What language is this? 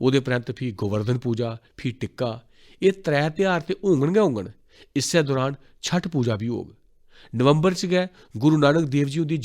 Dogri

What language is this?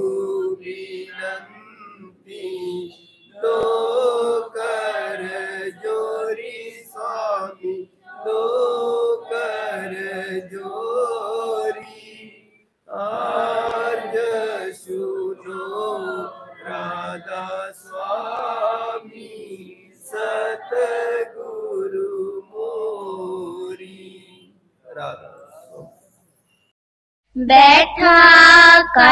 Kannada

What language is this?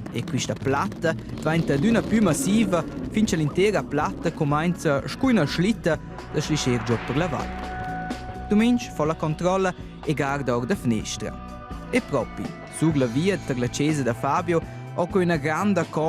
Romansh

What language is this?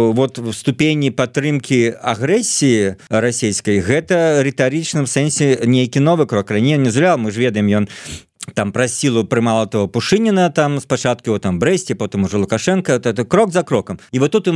Belarusian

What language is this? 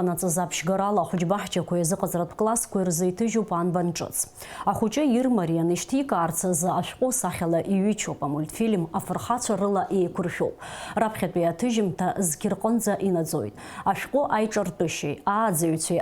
Abkhazian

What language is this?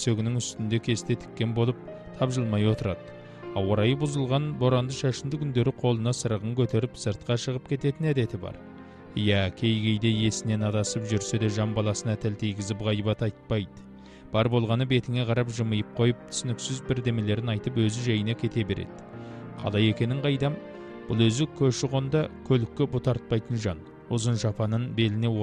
Kazakh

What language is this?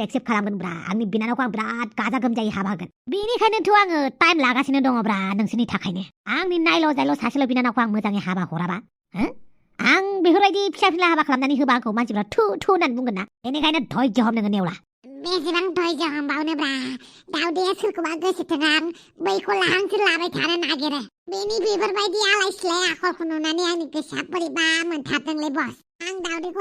Bodo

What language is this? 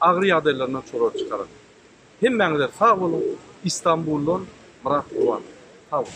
Turkmen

